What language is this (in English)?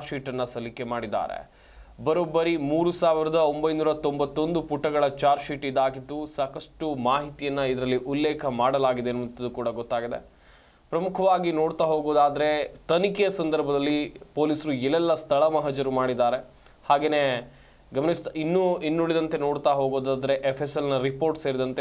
Kannada